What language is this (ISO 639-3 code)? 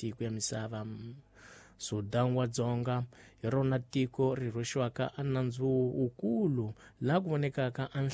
tso